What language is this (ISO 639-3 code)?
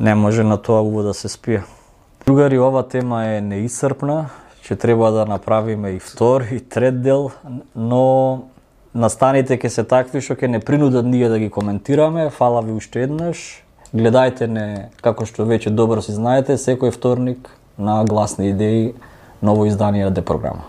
mkd